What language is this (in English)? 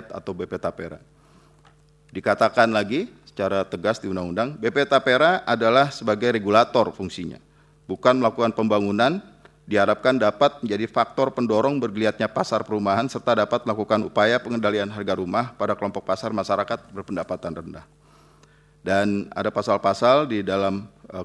Indonesian